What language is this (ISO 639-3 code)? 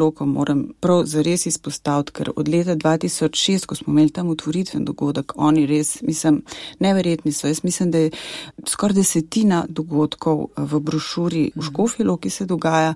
slv